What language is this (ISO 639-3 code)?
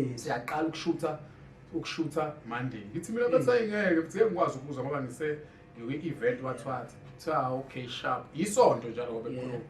zul